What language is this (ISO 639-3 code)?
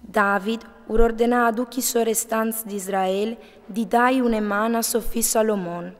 fur